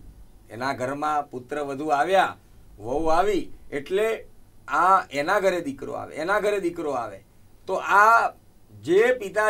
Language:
Gujarati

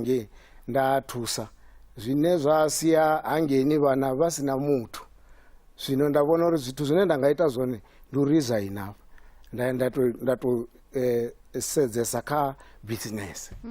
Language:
Venda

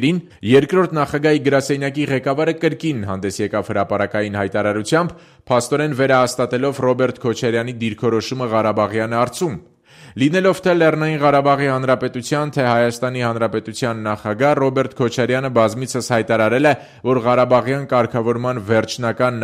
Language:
Armenian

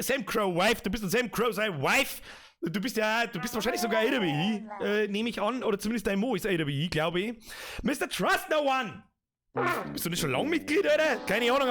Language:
Bavarian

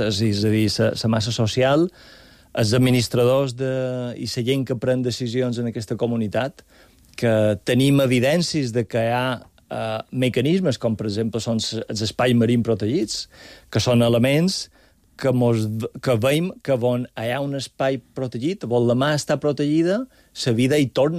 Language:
Catalan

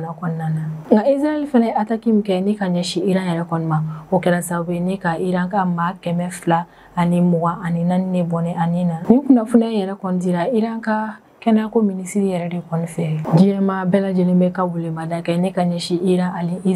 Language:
Bambara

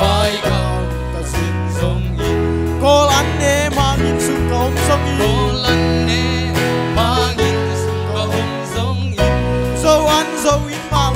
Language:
Tedim Chin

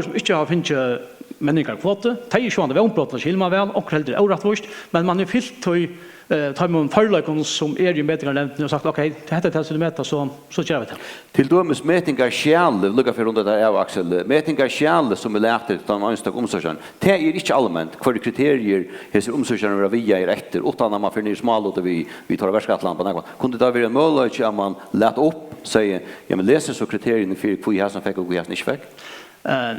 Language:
Faroese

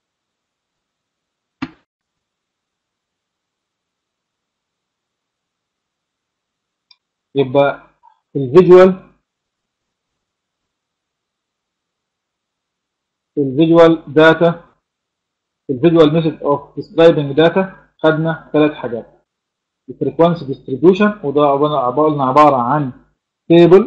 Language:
Egyptian Arabic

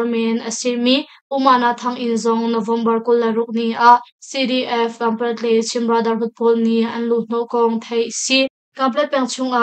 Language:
Hakha Chin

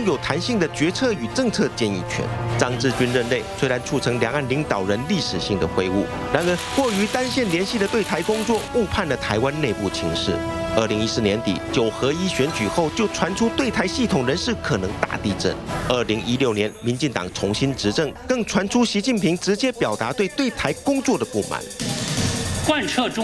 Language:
Chinese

